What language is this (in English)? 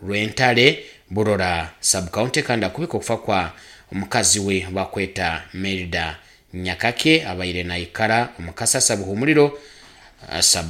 Nyankole